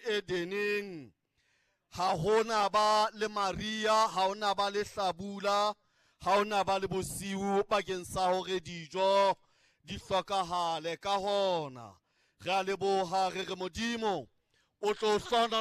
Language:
Southern Sotho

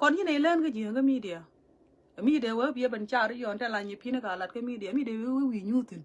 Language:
Nuer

